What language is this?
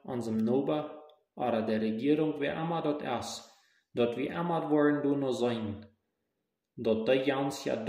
Plautdietsch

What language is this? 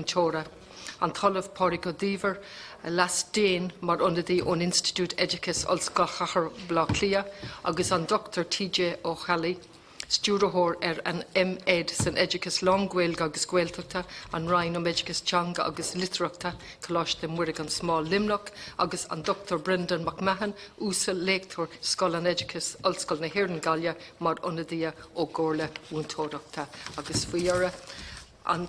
Irish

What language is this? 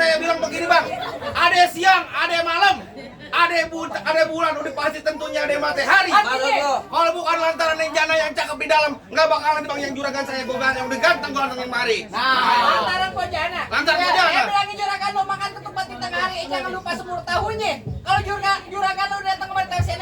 Betawi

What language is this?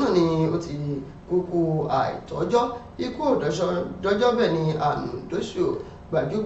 Yoruba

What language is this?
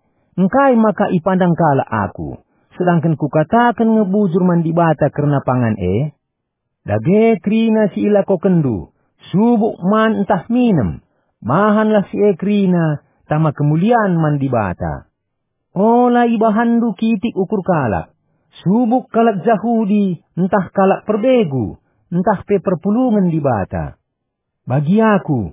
Batak Karo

